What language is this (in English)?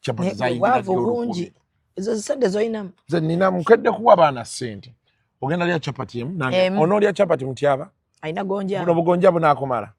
Ganda